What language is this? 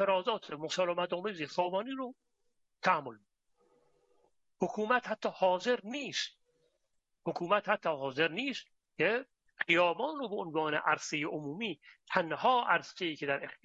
Persian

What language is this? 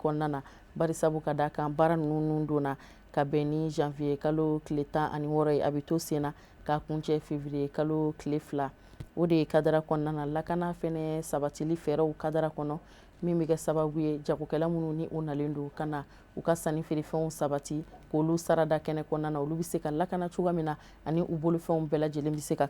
Bambara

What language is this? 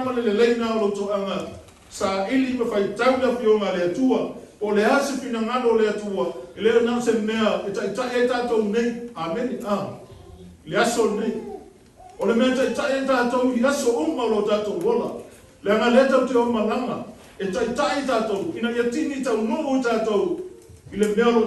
Samoan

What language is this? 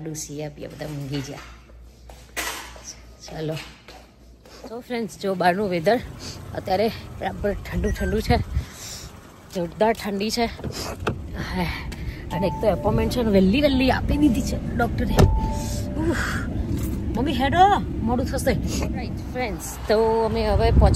Gujarati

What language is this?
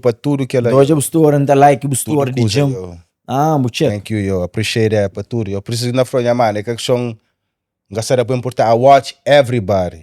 Kabuverdianu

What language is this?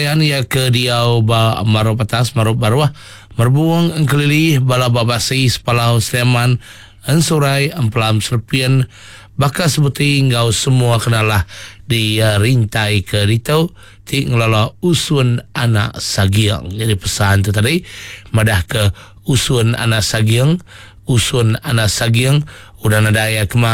Iban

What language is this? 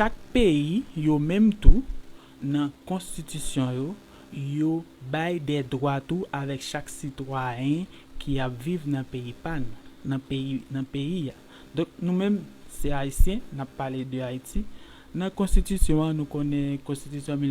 Haitian Creole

